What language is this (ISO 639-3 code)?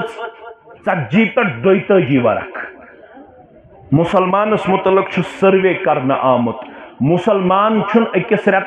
kas